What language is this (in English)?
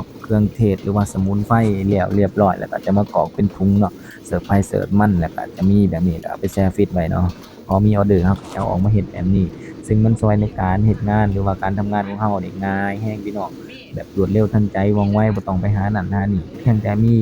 Lao